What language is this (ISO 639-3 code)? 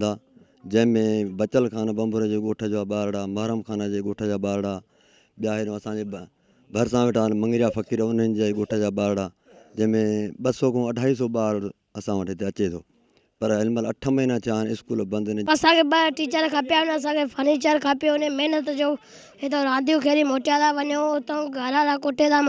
snd